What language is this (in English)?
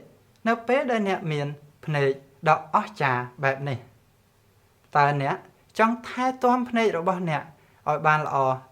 Khmer